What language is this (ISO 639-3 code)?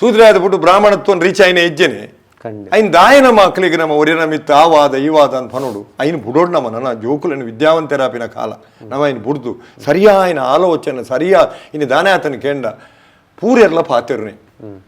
tcy